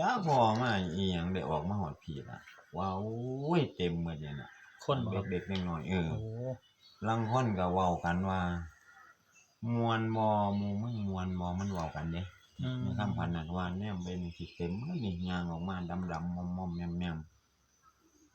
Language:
Northeastern Thai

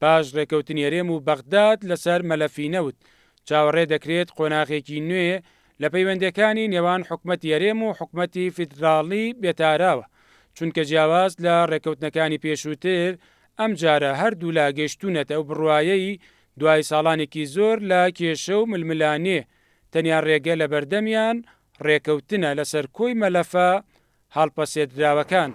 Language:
Central Kurdish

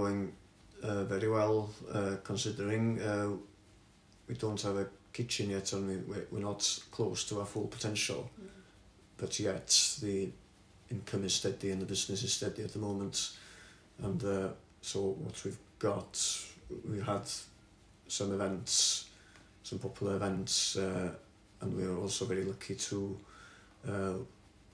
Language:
English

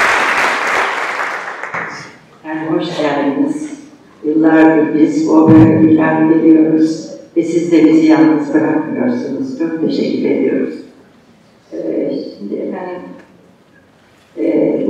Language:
Turkish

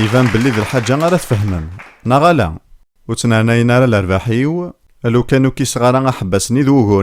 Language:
Kabyle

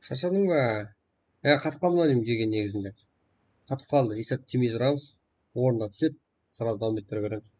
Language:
Kara-Kalpak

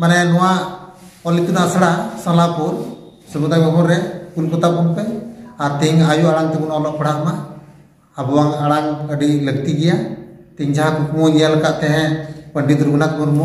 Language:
Santali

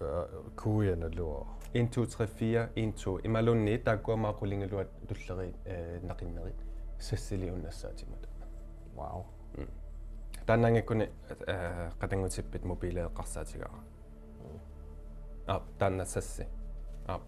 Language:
Kalaallisut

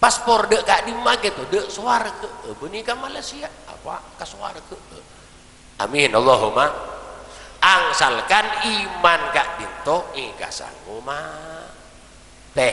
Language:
Madurese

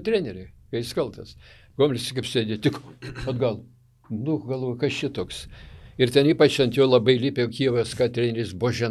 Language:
Lithuanian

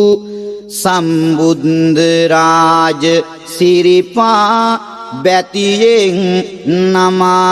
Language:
Sinhala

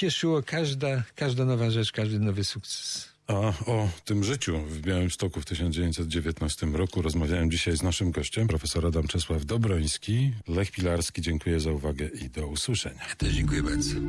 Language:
Polish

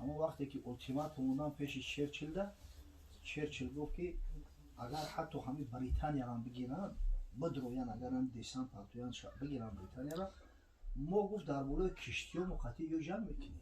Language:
Tajik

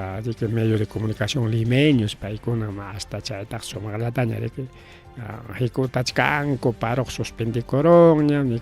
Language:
Ayacucho Quechua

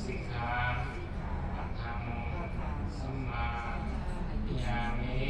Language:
Pali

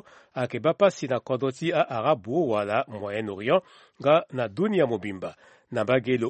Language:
Sango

